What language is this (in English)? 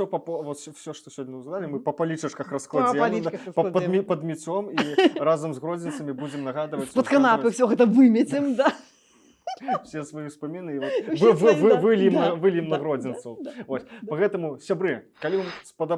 Belarusian